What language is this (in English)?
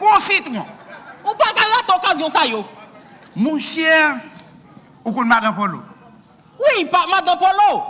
Haitian Creole